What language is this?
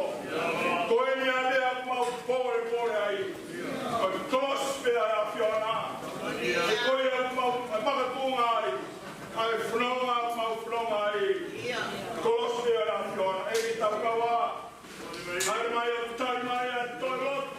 Tongan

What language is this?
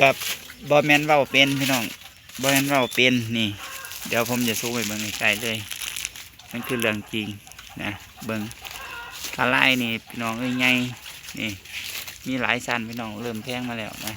Northeastern Thai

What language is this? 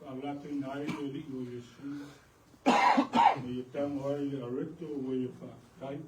Samoan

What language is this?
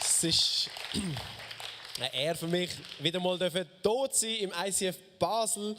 Swiss German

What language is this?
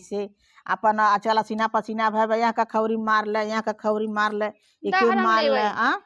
Awadhi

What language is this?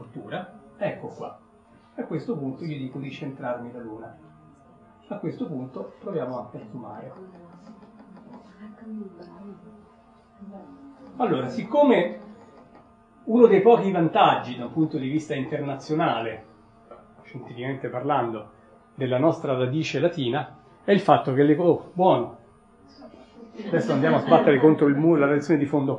Italian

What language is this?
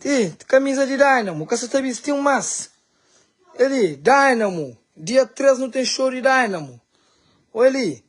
Kabuverdianu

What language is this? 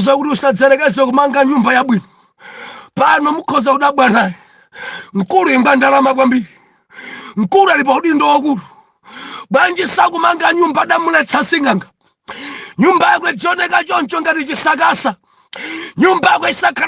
Nyanja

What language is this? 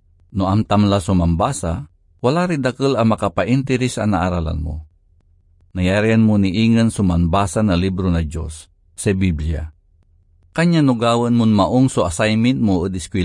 Pangasinan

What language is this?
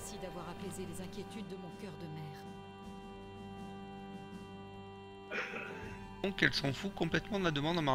French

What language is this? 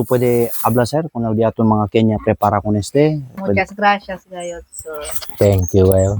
Chavacano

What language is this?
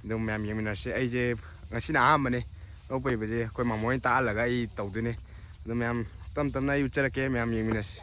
Manipuri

